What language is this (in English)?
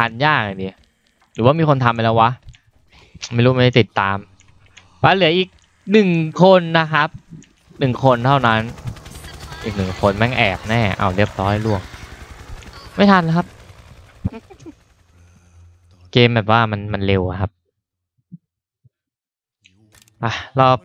Thai